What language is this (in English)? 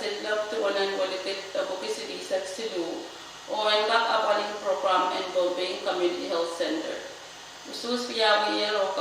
Pohnpeian